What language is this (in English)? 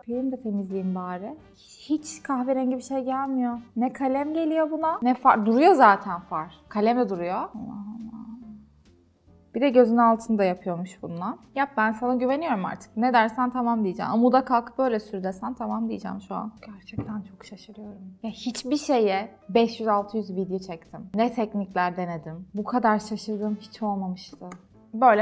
Turkish